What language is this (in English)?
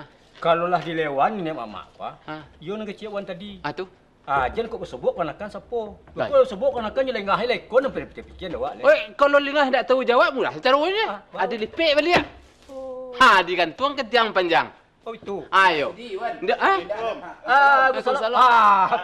Minangkabau